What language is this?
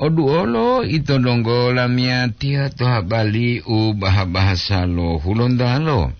Gorontalo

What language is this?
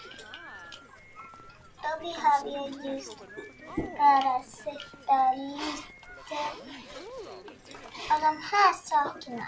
Swedish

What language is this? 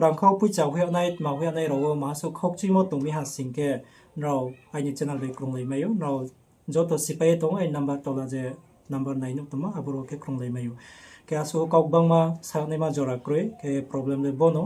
Riang (India)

